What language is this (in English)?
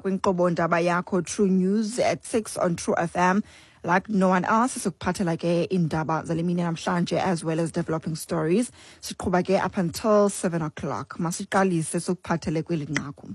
Xhosa